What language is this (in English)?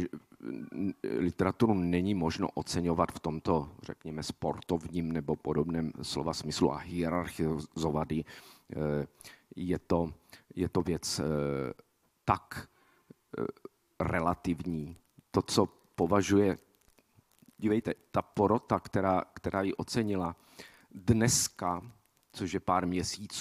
Czech